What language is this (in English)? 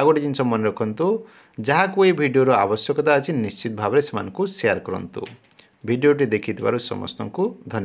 Odia